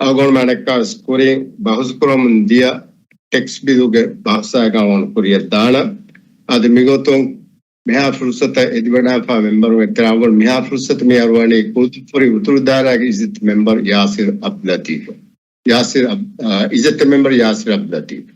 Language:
Divehi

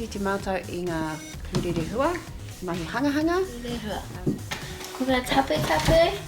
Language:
Māori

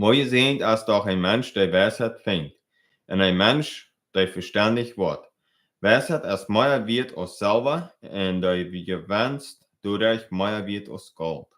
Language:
Plautdietsch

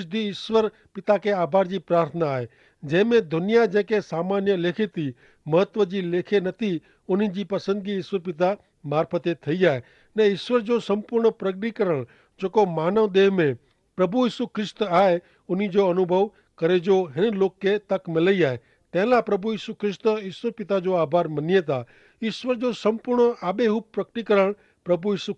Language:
Kachhi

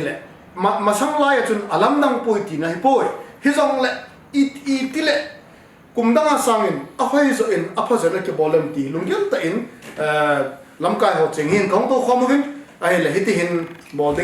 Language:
Thado Chin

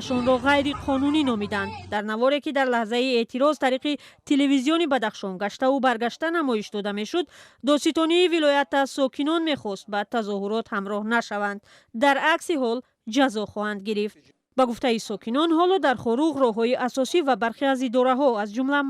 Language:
Tajik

